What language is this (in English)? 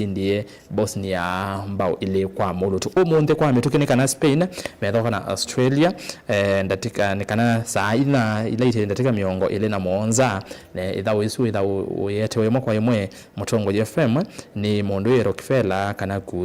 Kamba